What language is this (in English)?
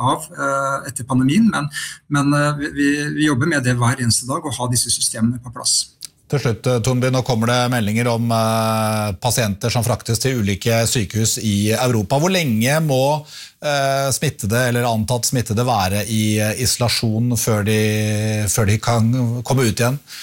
Norwegian